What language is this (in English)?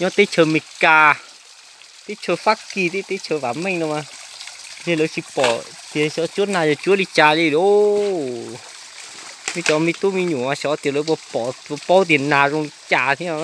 Hmong